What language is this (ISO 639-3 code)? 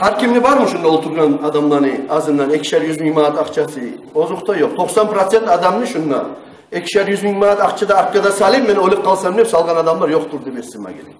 kum